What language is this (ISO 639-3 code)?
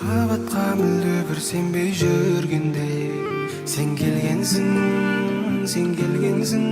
kaa